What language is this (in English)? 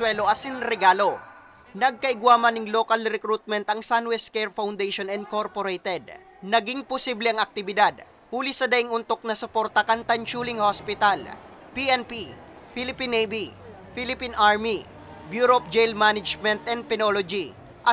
Bikol